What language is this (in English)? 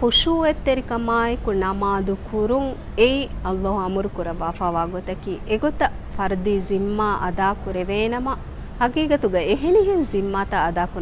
Divehi